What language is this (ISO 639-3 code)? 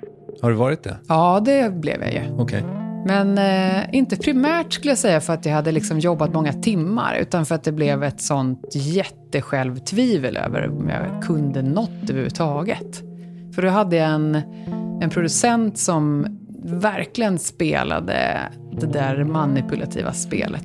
swe